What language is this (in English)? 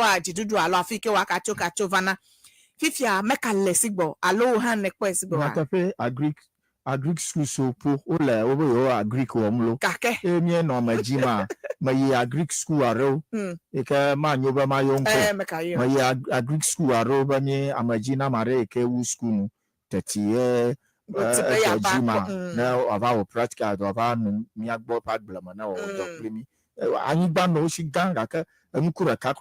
Ewe